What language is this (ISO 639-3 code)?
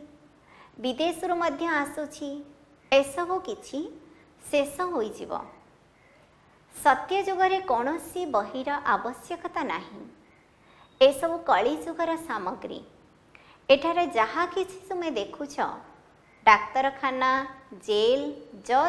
ori